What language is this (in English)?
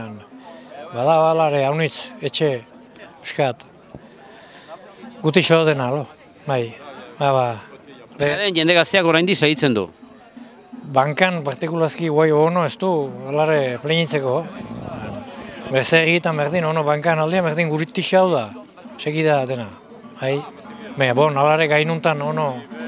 Basque